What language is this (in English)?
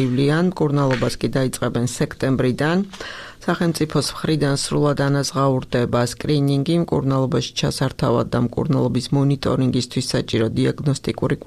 Georgian